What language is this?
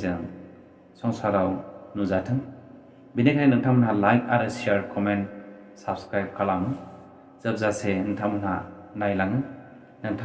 Bodo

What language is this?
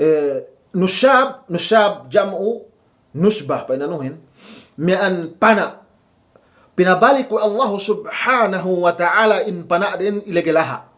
Yakan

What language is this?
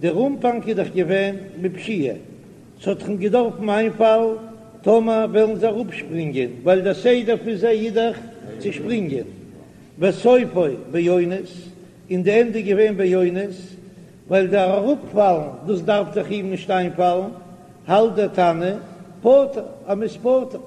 Yiddish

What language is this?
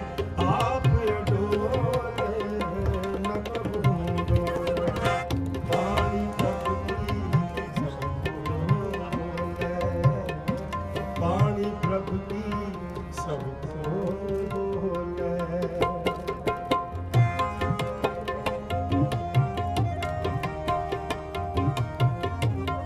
Punjabi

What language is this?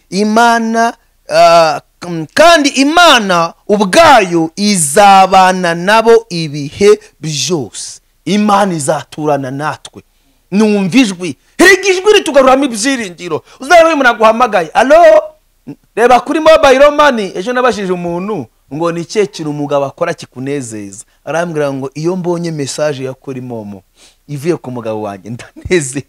Kinyarwanda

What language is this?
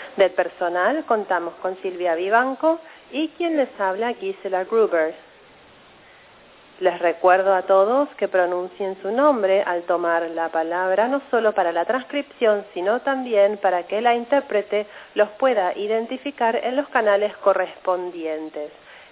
Spanish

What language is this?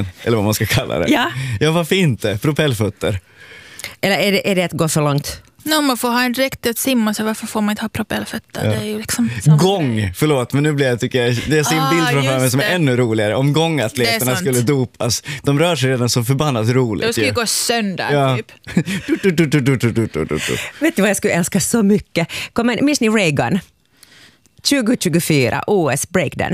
Swedish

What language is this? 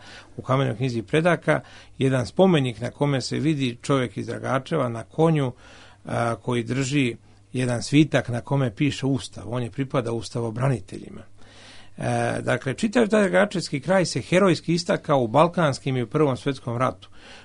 Serbian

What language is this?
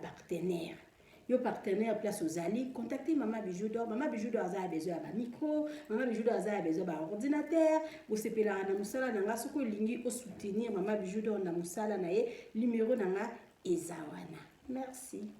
Lingala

